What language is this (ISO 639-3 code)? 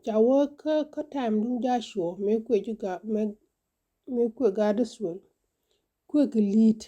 nus